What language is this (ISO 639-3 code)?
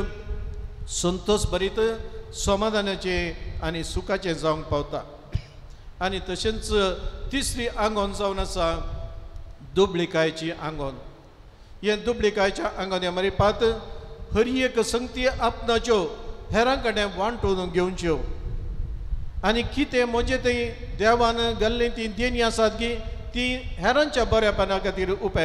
kok